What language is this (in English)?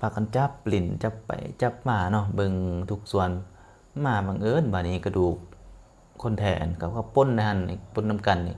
Lao